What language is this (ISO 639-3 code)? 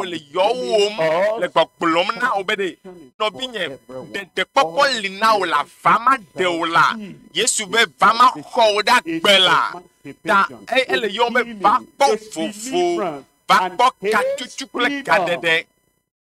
ewe